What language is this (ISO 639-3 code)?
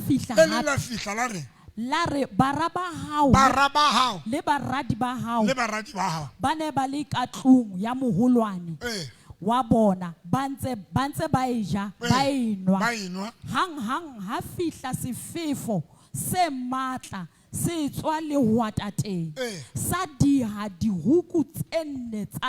sot